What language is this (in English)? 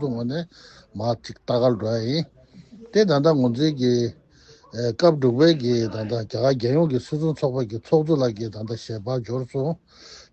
Tibetan